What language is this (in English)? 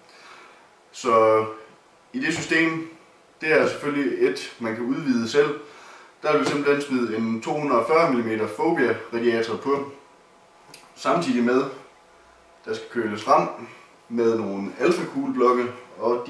Danish